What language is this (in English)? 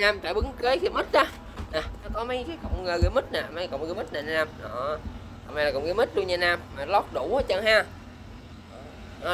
Vietnamese